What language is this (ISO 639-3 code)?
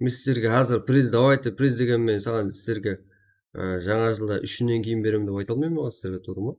kaa